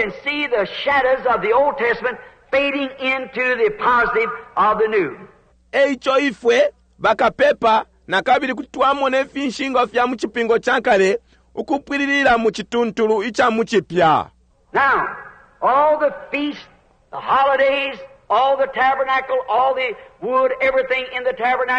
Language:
Bemba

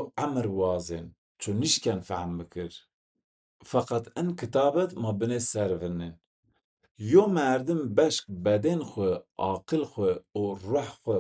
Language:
Zaza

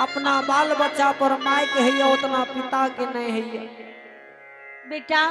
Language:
Angika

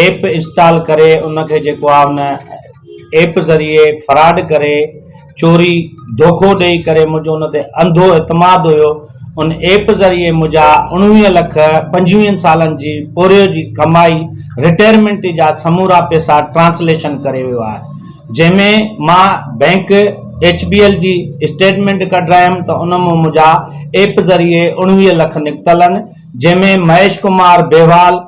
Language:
Sindhi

